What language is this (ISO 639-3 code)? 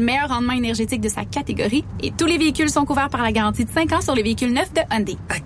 fra